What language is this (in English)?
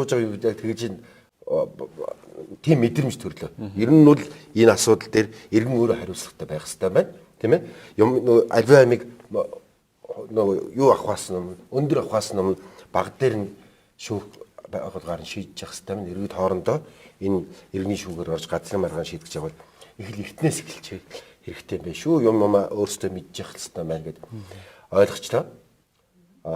Mongolian